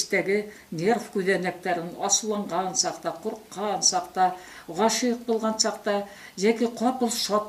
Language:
Bashkir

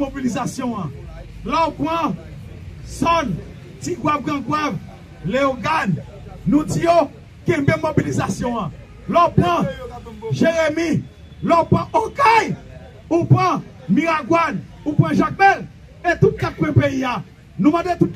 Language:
Haitian Creole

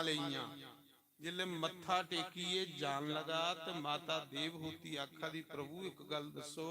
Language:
Dogri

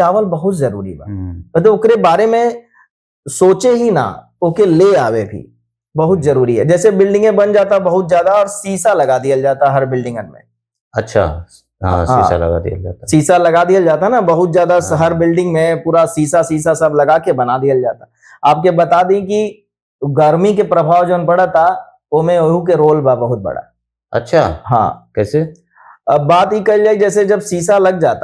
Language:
Bhojpuri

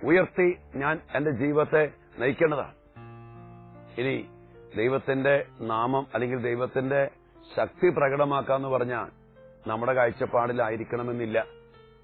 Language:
Malayalam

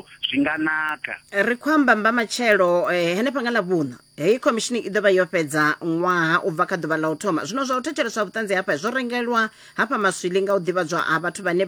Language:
Venda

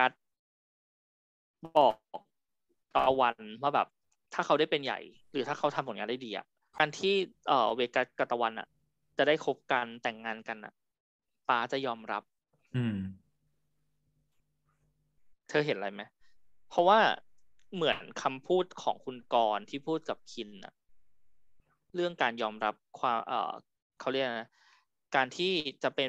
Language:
Thai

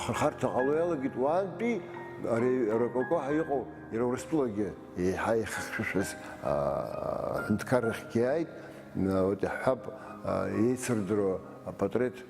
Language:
Abkhazian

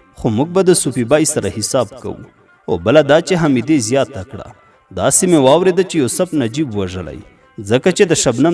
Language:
Pashto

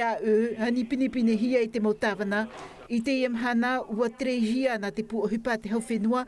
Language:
Tahitian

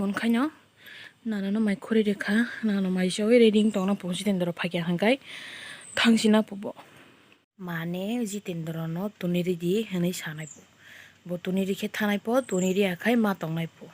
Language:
Kok Borok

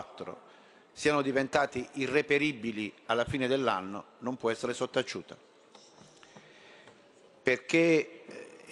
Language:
Italian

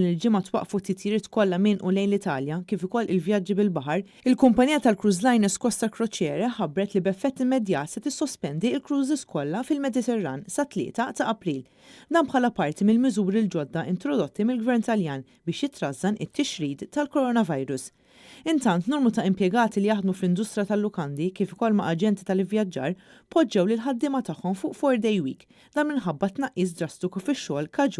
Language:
Maltese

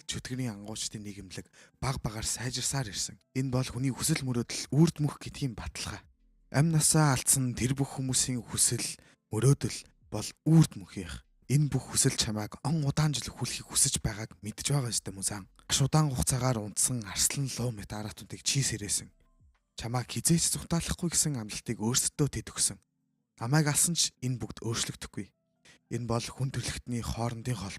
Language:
Mongolian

